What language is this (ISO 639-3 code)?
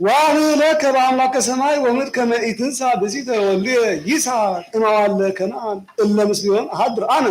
gez